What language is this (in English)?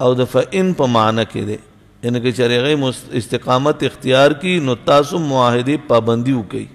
Pashto